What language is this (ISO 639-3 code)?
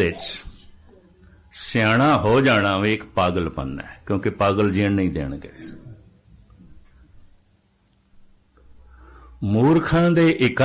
pan